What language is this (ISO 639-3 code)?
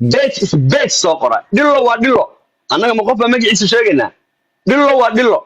som